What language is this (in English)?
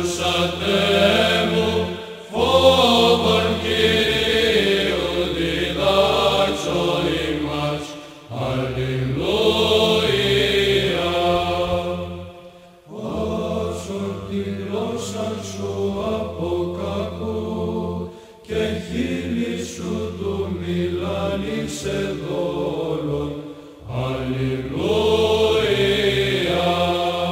Greek